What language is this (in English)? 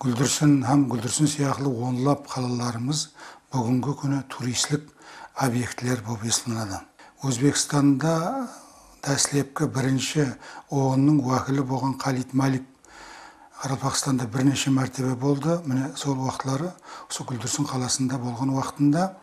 Kara-Kalpak